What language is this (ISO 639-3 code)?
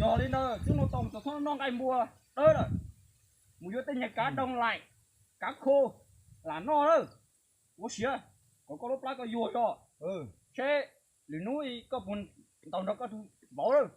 hmn